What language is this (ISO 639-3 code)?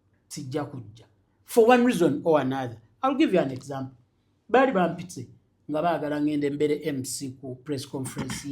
lug